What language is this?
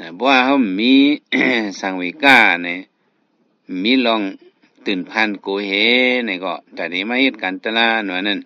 Shan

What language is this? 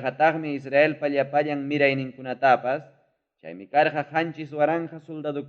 Ayacucho Quechua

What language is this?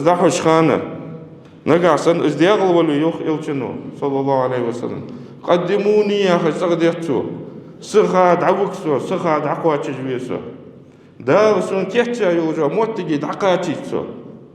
Ingush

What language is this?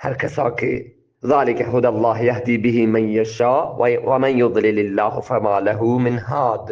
Eastern Balochi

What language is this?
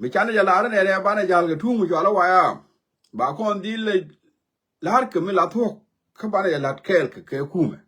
Nuer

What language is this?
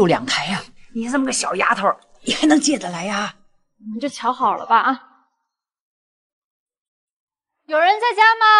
Chinese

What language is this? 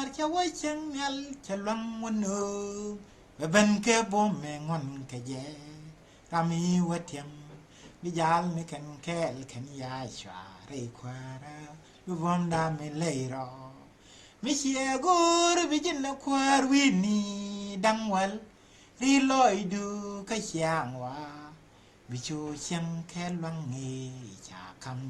Nuer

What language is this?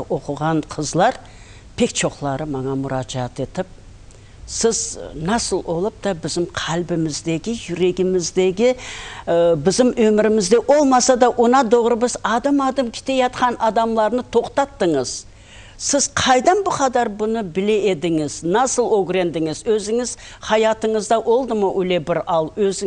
Crimean Tatar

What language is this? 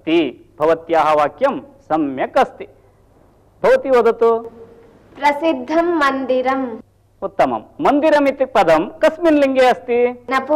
Sanskrit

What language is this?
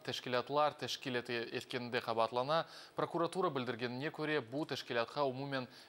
Crimean Tatar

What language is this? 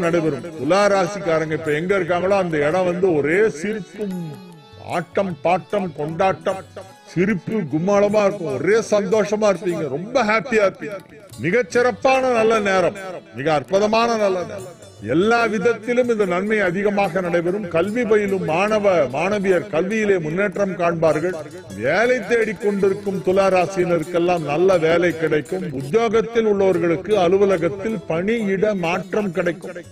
Tamil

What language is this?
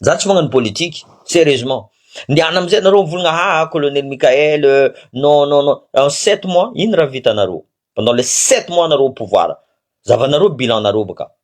Malagasy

